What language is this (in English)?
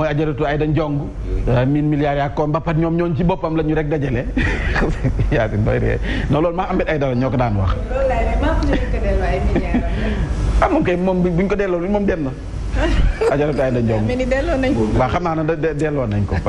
Wolof